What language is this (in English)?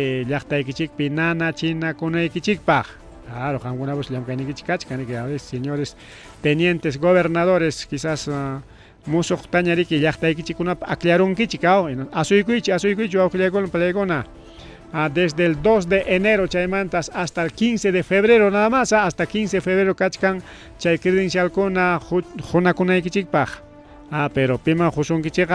Ayacucho Quechua